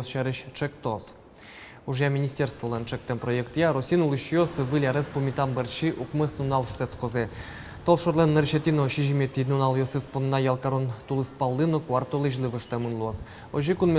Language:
Udmurt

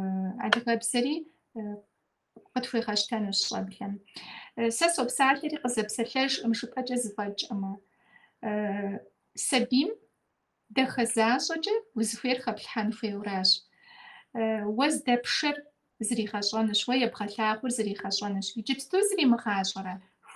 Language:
Kabardian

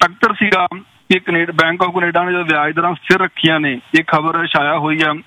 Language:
Punjabi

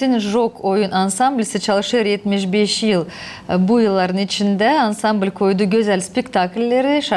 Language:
Gagauz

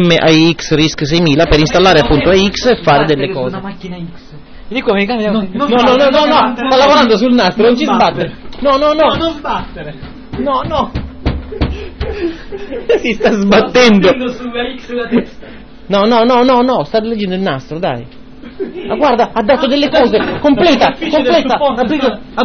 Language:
Italian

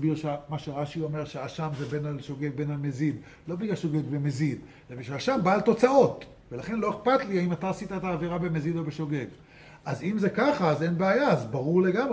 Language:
Hebrew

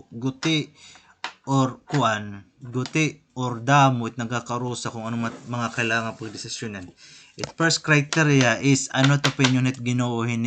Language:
Waray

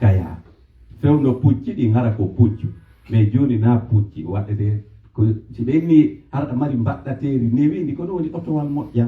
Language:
Pular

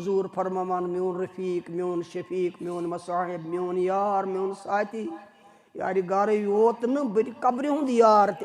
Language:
Kashmiri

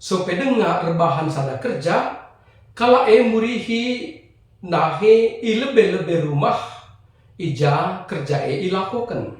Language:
Batak Karo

